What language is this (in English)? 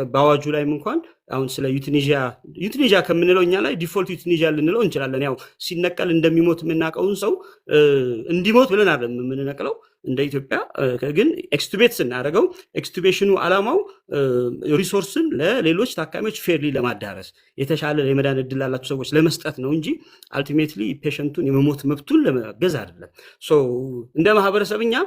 Amharic